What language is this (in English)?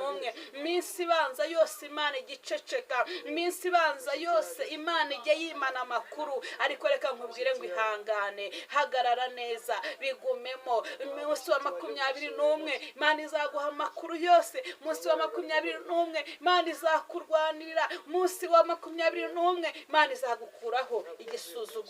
Kinyarwanda